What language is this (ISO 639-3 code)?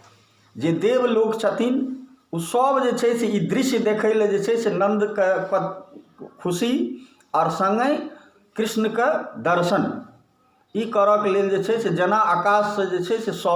mai